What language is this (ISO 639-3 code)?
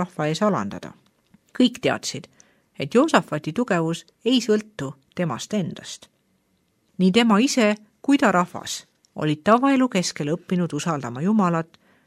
est